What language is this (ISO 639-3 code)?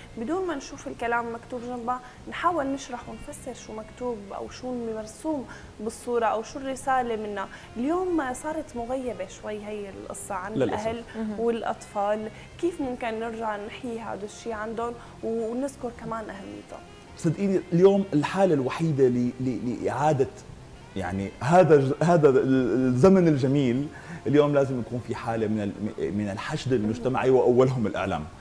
apc